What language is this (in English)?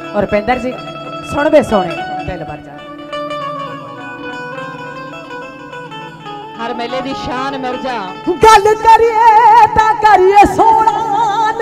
Punjabi